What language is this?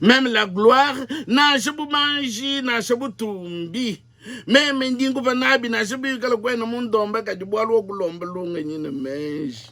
Luba-Lulua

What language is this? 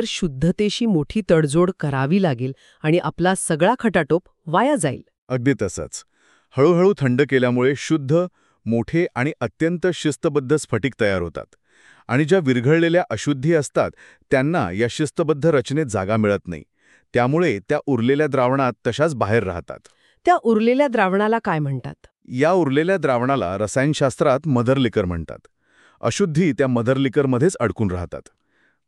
Marathi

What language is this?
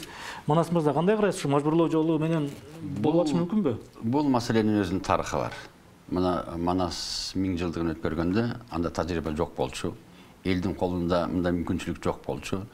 Kyrgyz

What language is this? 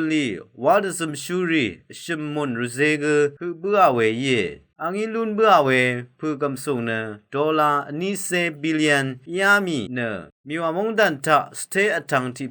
Rawang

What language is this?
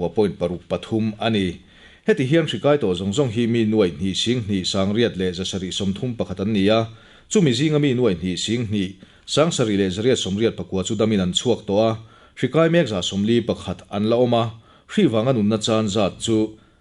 Mizo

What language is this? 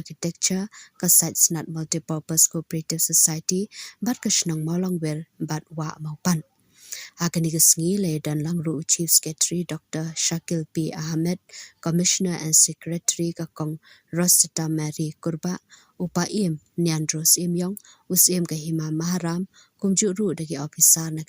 Khasi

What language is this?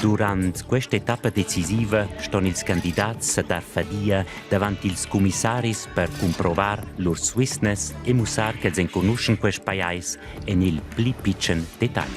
Romansh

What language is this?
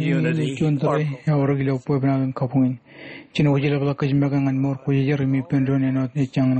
Marshallese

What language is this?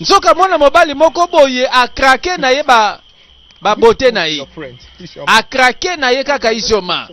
Lingala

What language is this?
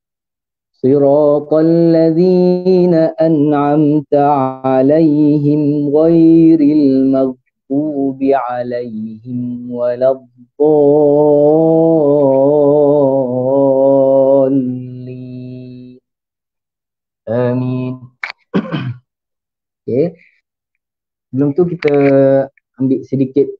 Malay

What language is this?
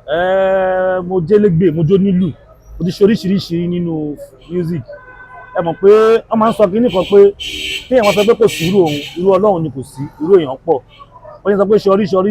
Yoruba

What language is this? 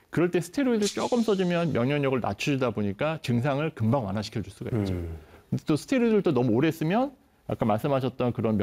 Korean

